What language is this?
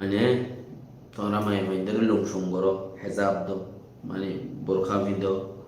Rohingya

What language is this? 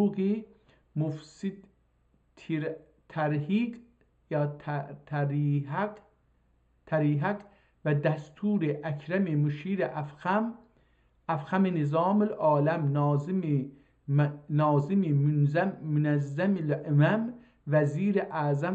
South Azerbaijani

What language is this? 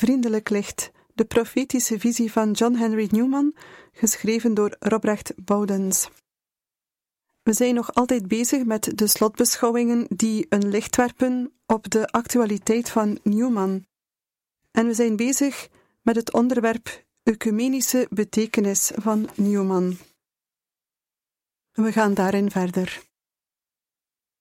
Dutch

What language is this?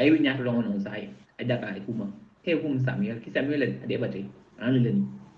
Mankanya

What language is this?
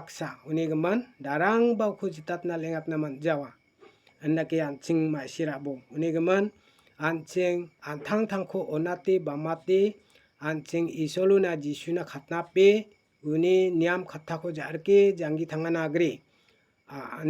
Garo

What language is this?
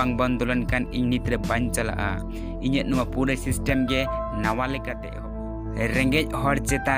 Santali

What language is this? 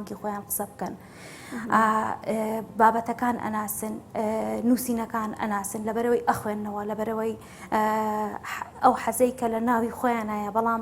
Central Kurdish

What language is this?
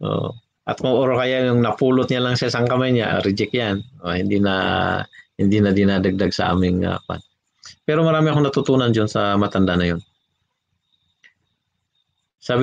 Filipino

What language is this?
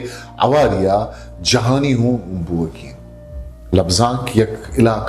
Eastern Balochi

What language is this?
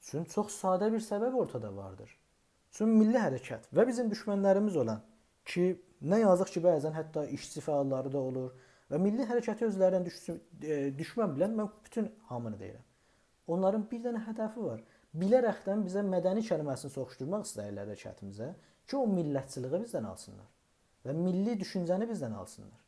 South Azerbaijani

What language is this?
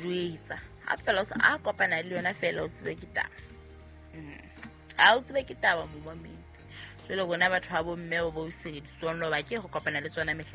Southern Sotho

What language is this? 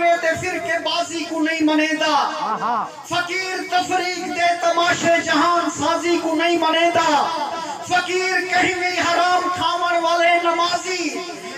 Saraiki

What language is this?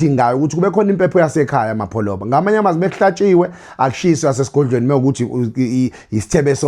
Zulu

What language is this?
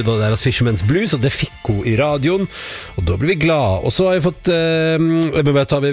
Norwegian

